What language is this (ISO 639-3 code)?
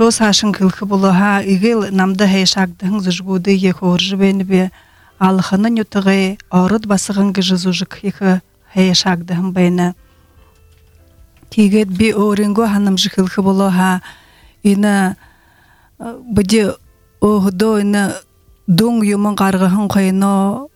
bua